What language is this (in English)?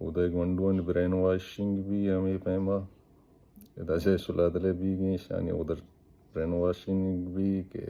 Baluchi